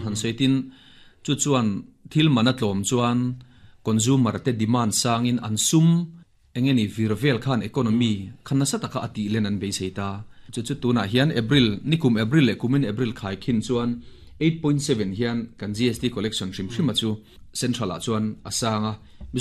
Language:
Mizo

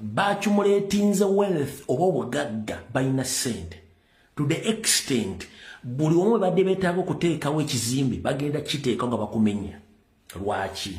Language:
Ganda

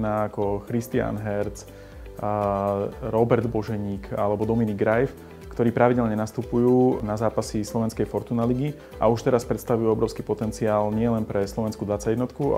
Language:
Slovak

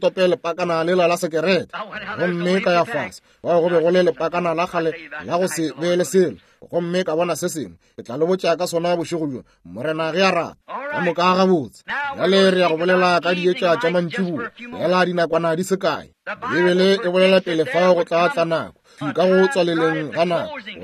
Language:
Northern Sotho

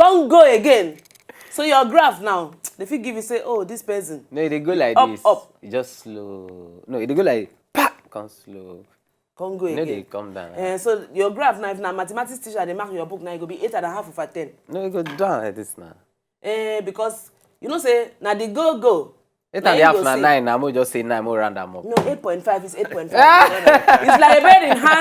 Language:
Nigerian Pidgin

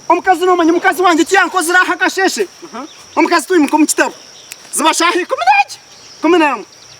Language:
Nyankole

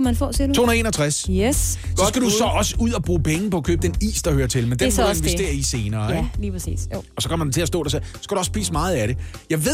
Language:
Danish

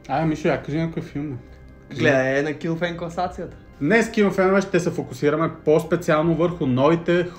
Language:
Bulgarian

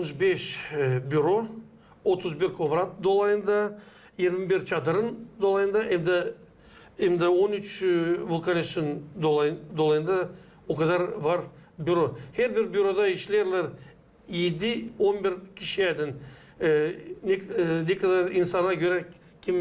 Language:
Gagauz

